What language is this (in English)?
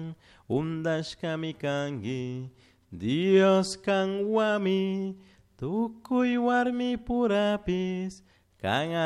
Chimborazo Highland Quichua